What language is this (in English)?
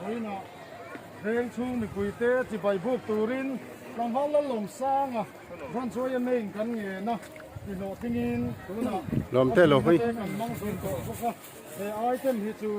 Mizo